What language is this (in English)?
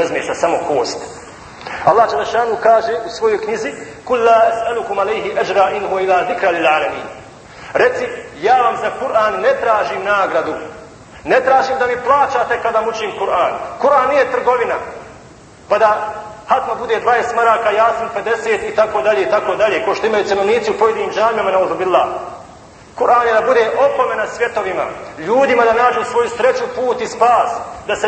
Bosnian